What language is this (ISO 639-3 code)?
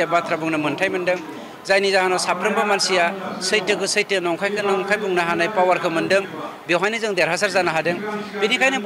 brx